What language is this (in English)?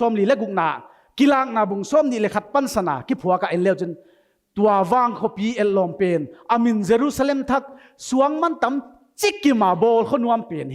Paite Chin